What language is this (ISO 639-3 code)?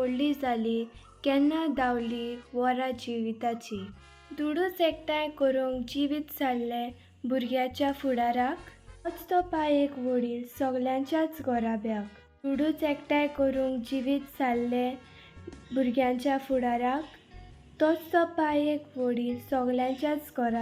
kok